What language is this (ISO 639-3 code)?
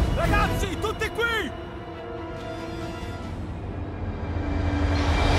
ita